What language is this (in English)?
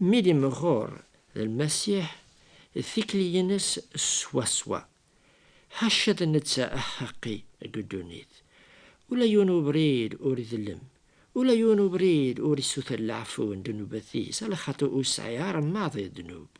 Kabyle